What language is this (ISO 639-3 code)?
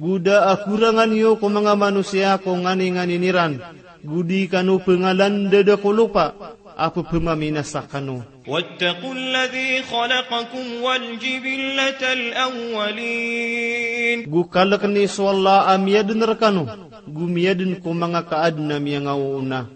mrw